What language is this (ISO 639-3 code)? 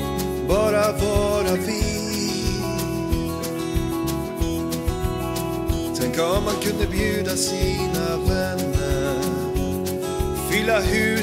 swe